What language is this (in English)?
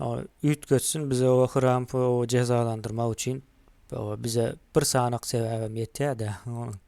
Turkmen